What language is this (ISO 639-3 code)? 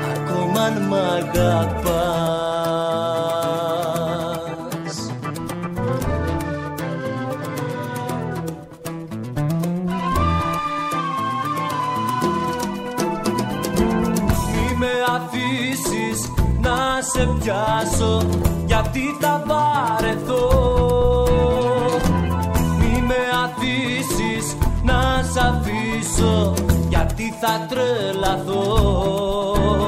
ell